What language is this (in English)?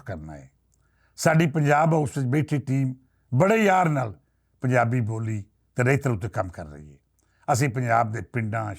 Western Panjabi